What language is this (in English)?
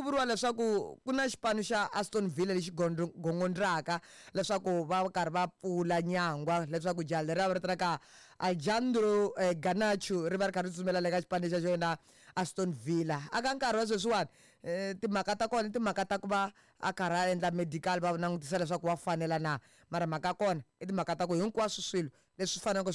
Tsonga